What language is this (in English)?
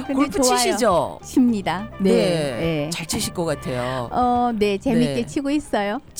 Korean